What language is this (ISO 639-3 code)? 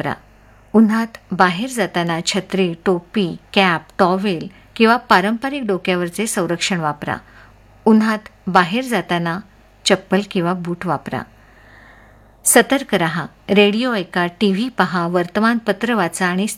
mar